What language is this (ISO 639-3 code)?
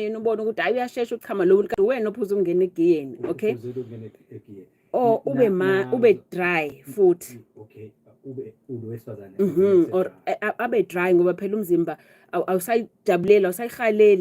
zul